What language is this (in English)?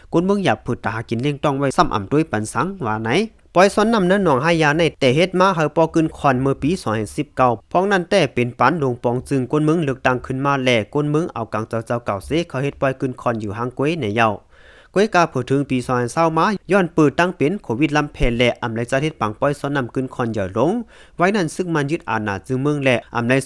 Shan